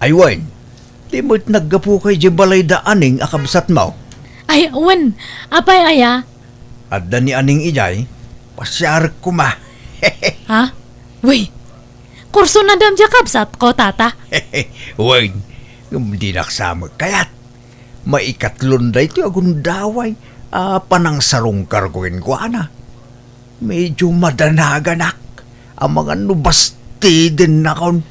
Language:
Iloko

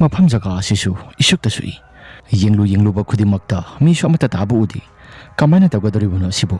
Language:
Manipuri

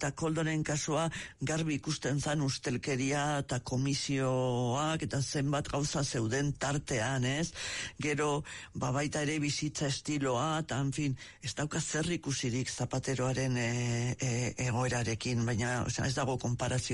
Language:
Basque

